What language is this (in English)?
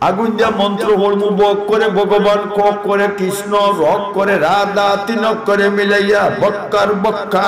Sylheti